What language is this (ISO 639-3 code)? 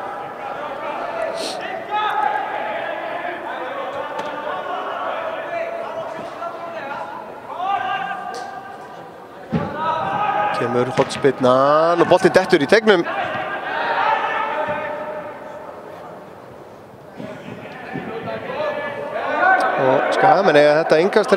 isl